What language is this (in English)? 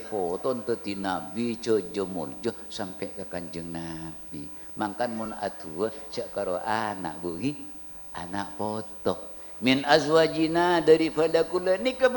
Madurese